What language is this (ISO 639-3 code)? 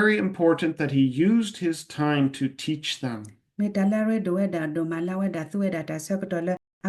ksw